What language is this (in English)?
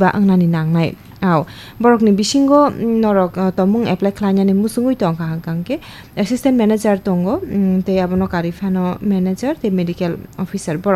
Kok Borok